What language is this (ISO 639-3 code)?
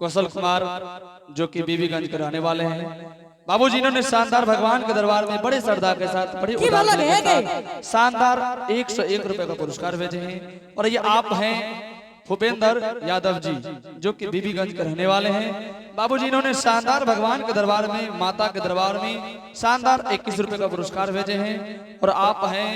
anp